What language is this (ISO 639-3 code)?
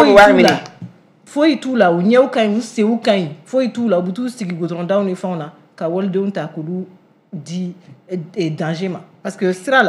bam